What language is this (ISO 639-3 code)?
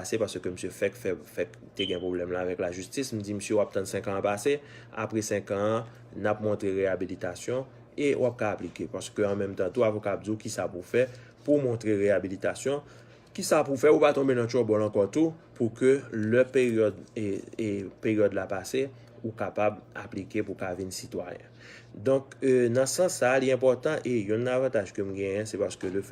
hat